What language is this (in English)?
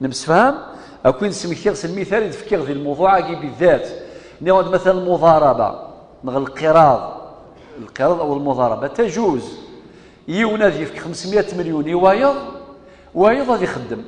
Kabyle